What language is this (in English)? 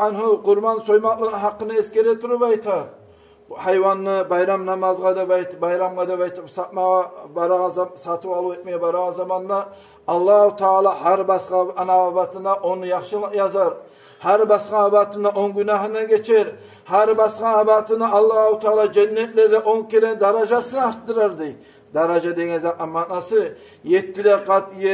Kumyk